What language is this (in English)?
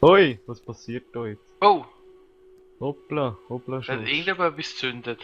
Swiss German